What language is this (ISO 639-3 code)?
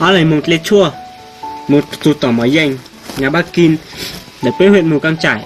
hmn